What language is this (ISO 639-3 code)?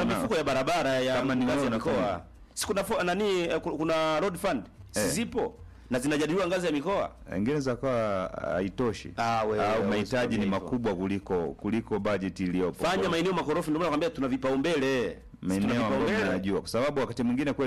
swa